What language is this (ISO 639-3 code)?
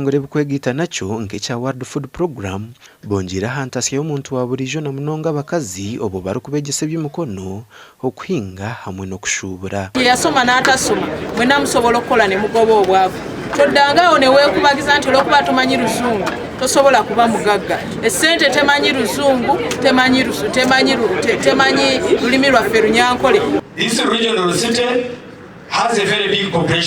nyn